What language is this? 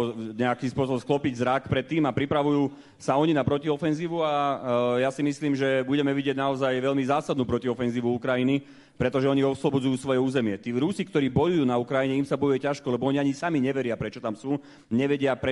Slovak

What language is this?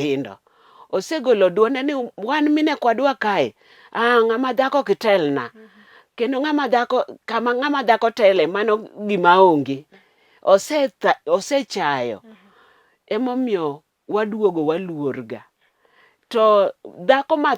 Luo (Kenya and Tanzania)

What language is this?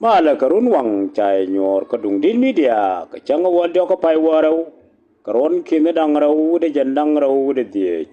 Nuer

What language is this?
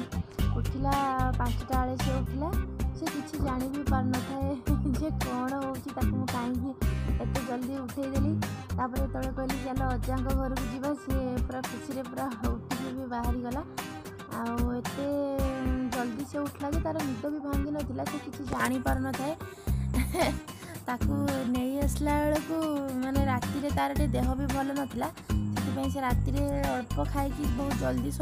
Odia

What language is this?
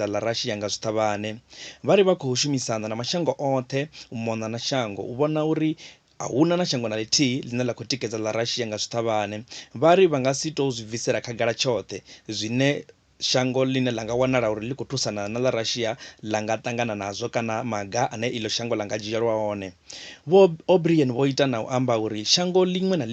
Venda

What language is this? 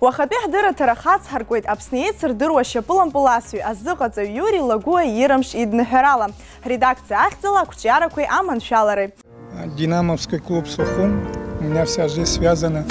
Abkhazian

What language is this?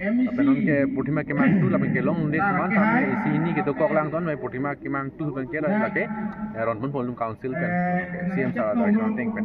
Karbi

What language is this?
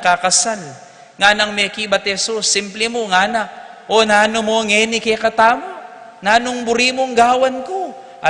Pampanga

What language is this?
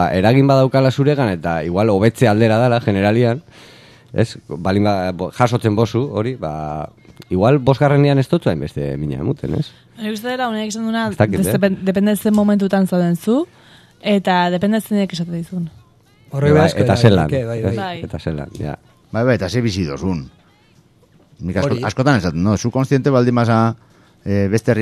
Basque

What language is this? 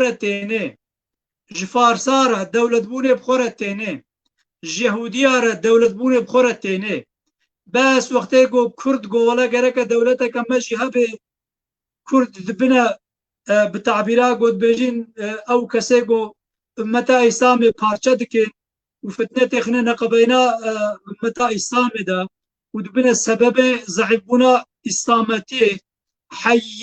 Kurdish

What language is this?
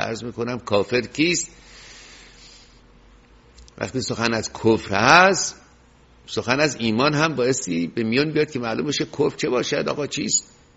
Persian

